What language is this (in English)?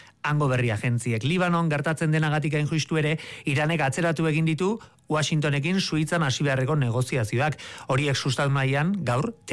Basque